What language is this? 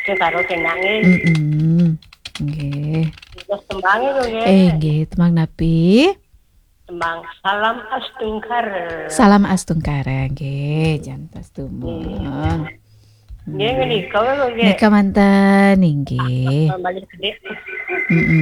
Balinese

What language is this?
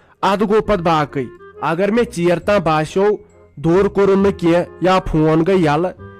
Kashmiri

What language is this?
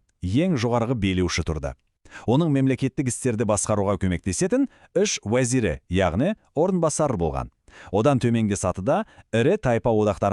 Kazakh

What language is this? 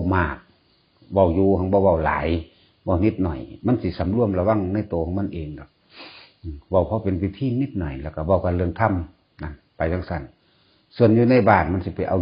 Northeastern Thai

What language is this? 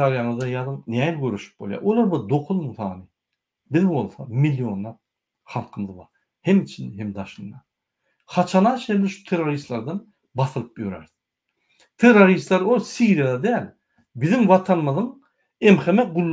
Turkmen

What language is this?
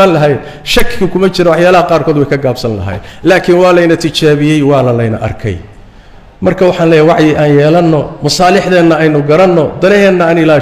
Somali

